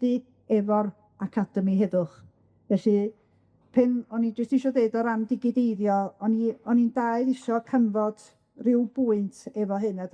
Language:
Welsh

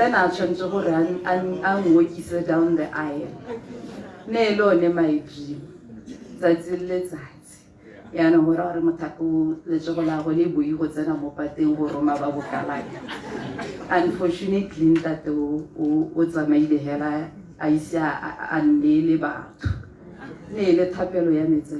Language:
Tswana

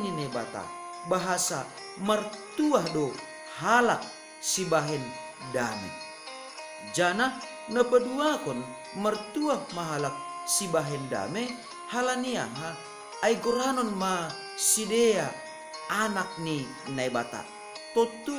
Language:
Batak Simalungun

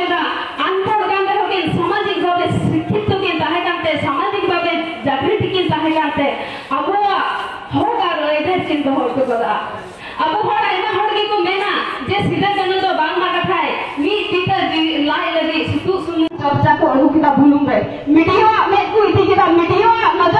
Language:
Santali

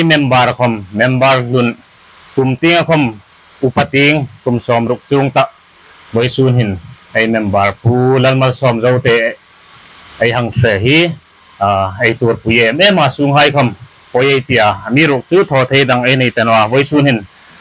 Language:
Hmar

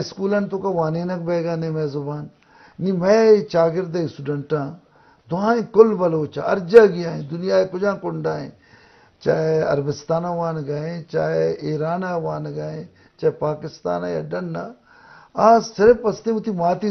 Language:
Eastern Balochi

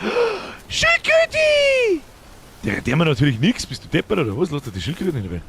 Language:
Bavarian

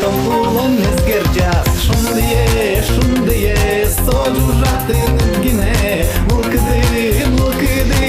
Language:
Udmurt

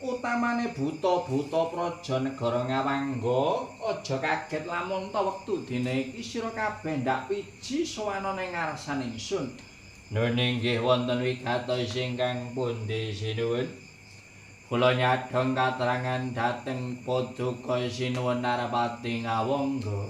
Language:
Javanese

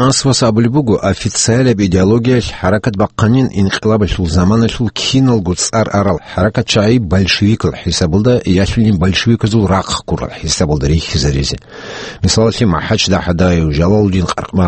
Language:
Avaric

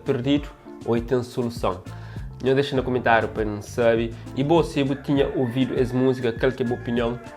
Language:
Kabuverdianu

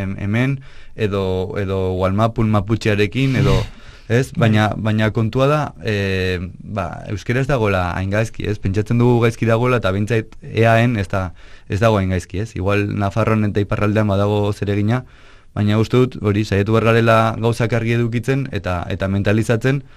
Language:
Basque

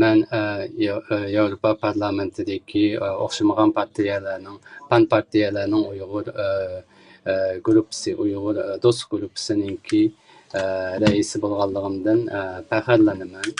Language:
Uyghur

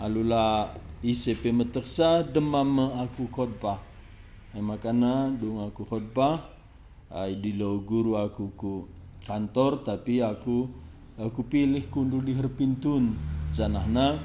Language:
Batak Karo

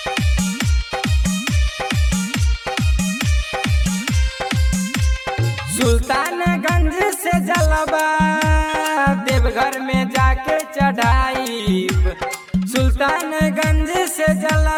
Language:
Bhojpuri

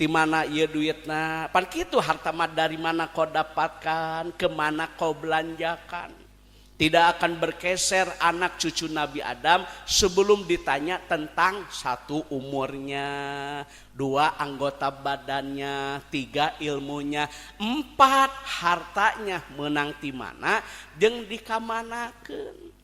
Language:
Sundanese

